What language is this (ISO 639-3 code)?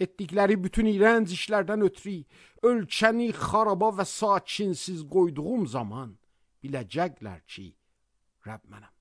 aze